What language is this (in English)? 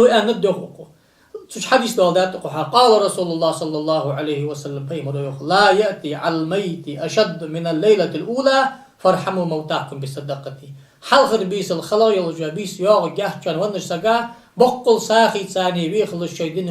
Ingush